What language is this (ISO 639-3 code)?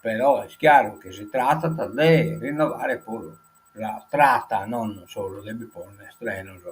srd